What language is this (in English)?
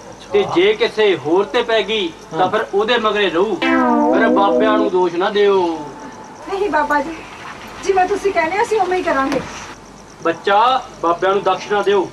Punjabi